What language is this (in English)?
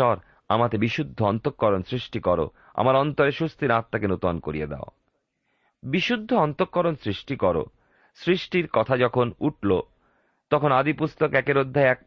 Bangla